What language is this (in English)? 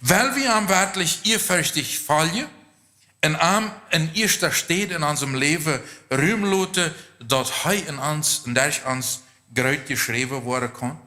Plautdietsch